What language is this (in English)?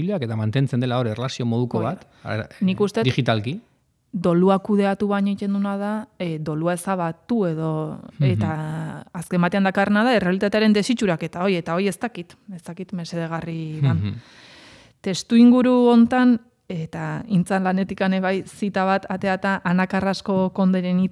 Basque